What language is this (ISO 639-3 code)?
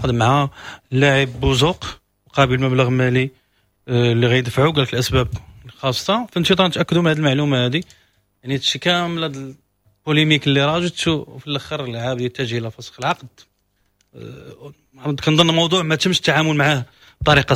ary